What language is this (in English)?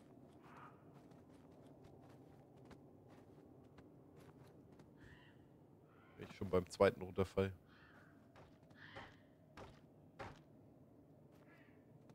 German